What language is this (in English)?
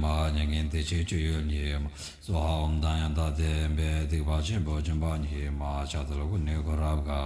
Tibetan